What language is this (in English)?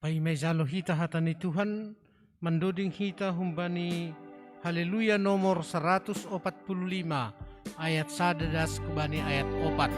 Batak Simalungun